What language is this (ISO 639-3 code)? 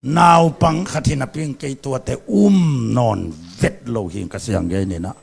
ctd